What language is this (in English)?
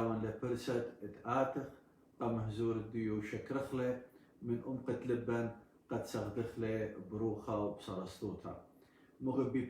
Assyrian Neo-Aramaic